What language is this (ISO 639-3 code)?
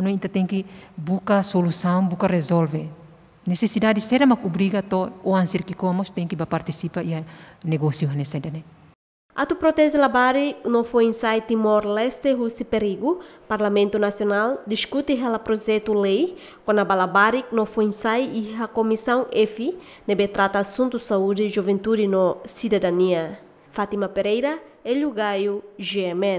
tet